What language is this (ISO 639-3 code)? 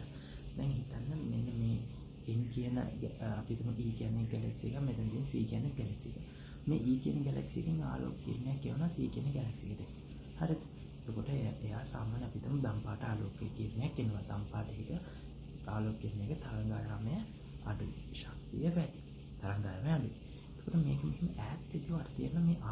sin